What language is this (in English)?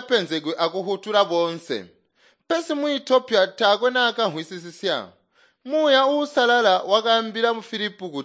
Tonga (Zambia)